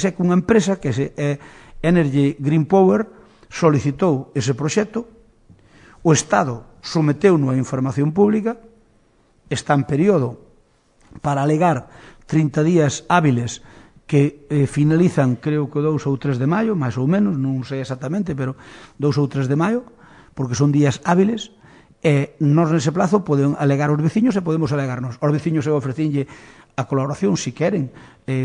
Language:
Galician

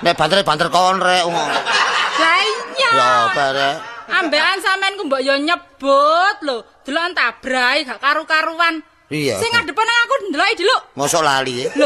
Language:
Javanese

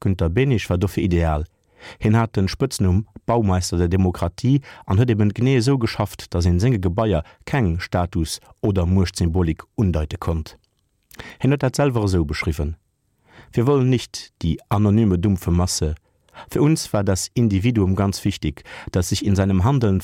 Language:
Luxembourgish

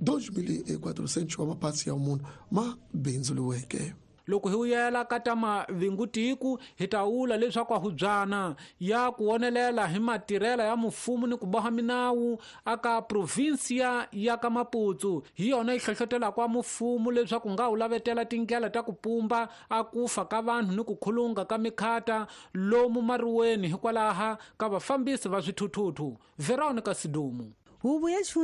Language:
Tsonga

